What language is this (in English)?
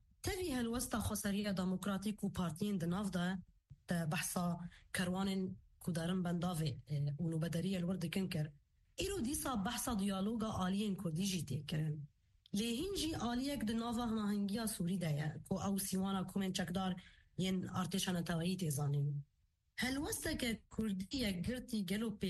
Kurdish